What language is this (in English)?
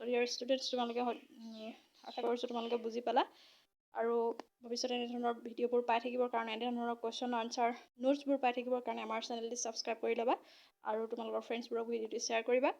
Assamese